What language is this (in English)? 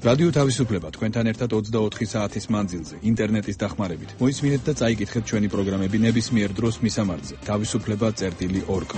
Georgian